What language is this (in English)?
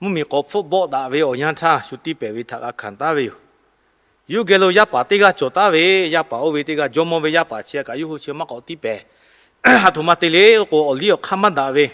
Lahu